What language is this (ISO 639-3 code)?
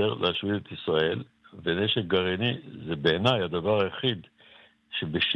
heb